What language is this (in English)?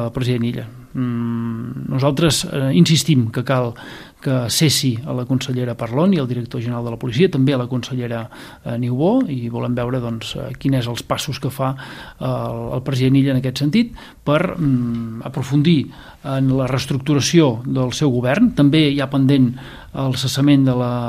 Catalan